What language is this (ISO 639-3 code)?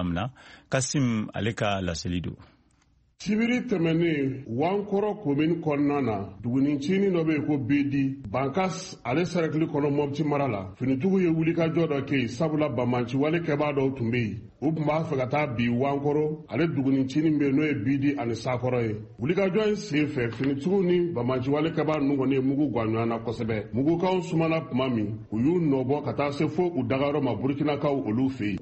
bam